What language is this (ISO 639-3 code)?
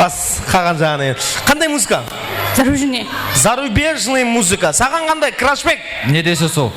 kaa